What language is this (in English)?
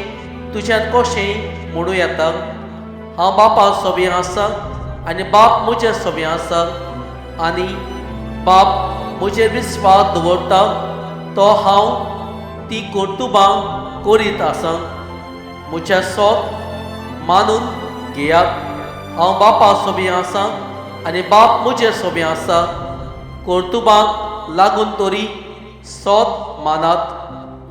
Konkani